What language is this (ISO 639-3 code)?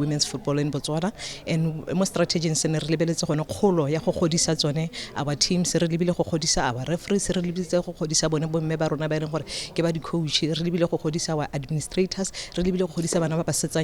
tsn